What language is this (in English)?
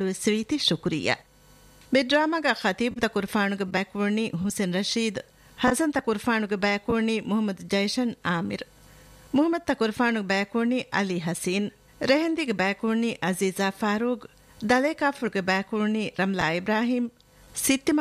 Divehi